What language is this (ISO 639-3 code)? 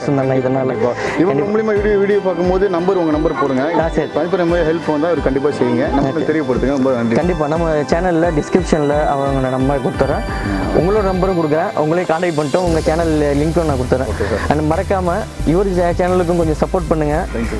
tam